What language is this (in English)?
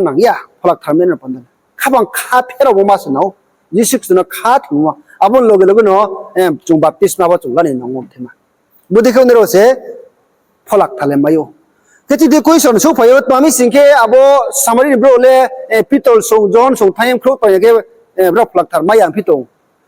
Riang (India)